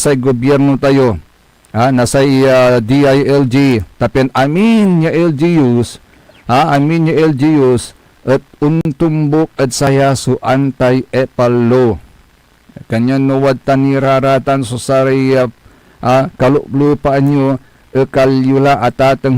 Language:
Pangasinan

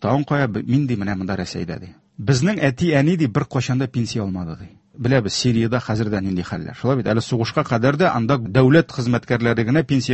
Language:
Tatar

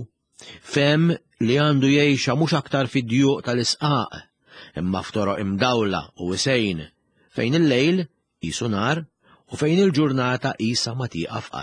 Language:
Maltese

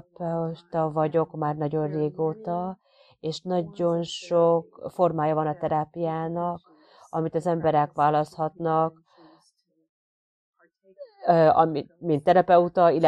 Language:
Hungarian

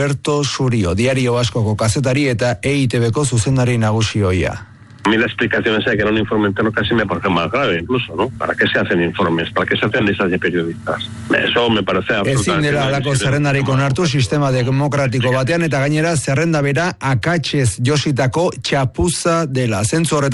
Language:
Basque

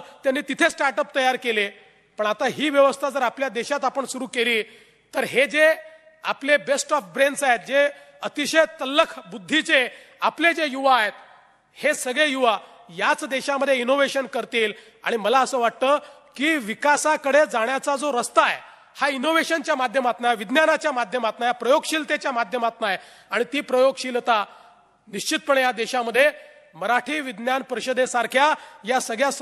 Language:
Marathi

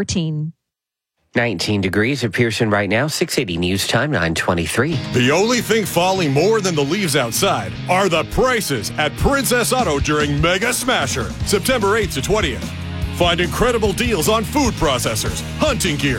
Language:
English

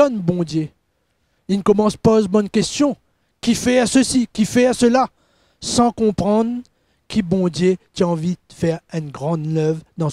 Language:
Morisyen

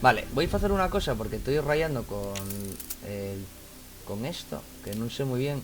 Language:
Asturian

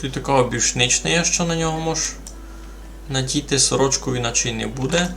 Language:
Rusyn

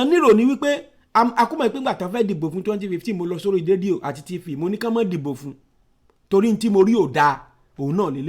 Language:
Yoruba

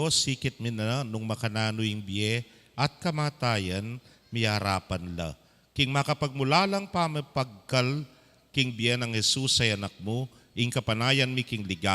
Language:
Pampanga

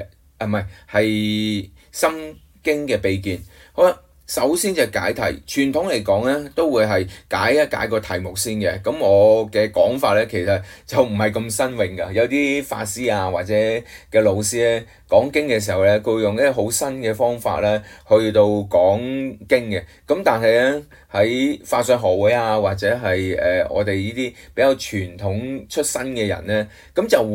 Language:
Cantonese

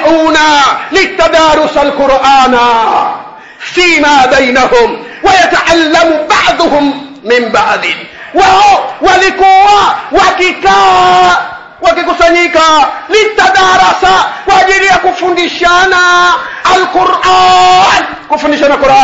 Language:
Swahili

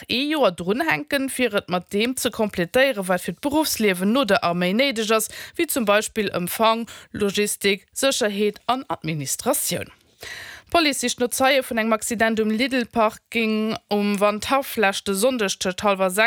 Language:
Luxembourgish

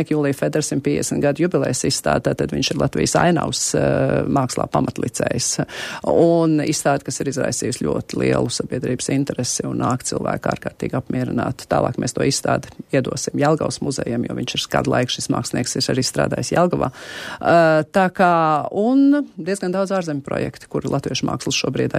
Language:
Latvian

